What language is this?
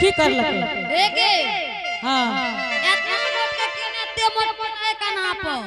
Angika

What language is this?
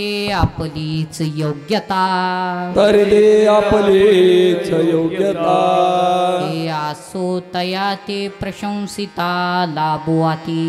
Marathi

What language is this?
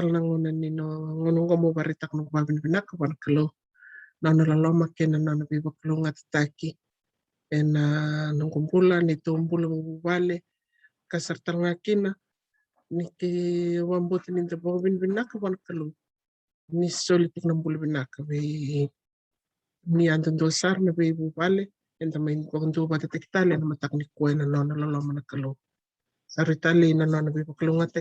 Fijian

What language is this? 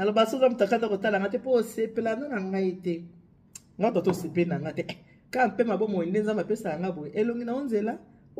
Lingala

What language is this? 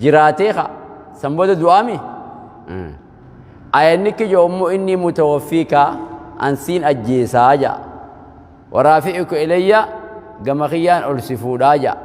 Oromo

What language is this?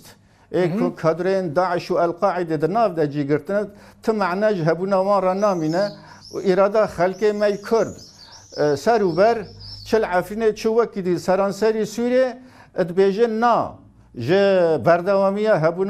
Kurdish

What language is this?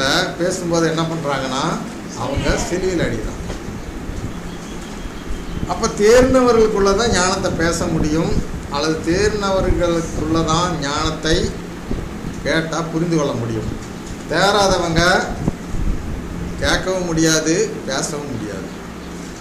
Tamil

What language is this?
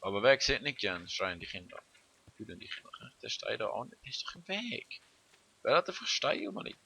Swiss German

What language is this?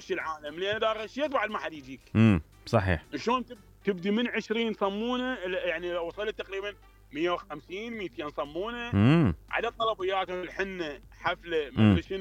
Mesopotamian Arabic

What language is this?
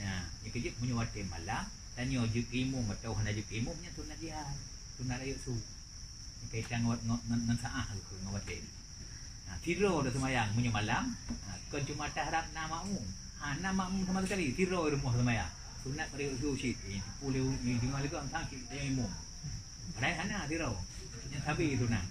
Achinese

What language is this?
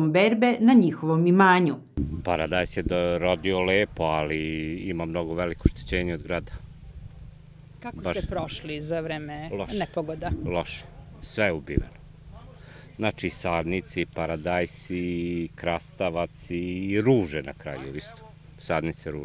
Serbian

